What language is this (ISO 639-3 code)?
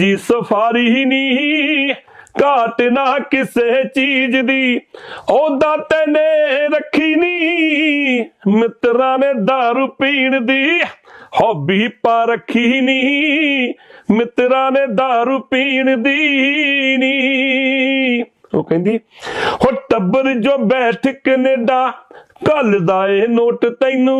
pan